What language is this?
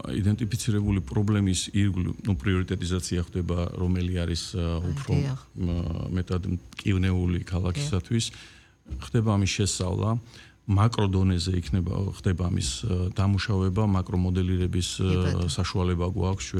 Georgian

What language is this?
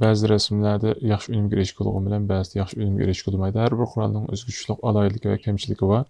Uyghur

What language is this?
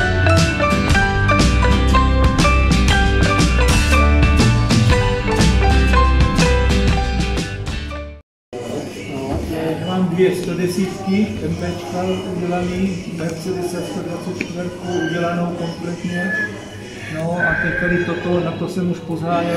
Czech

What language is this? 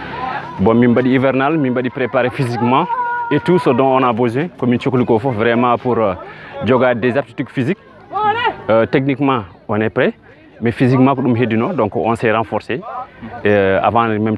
Fula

